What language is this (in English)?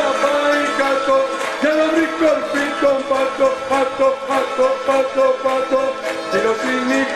Greek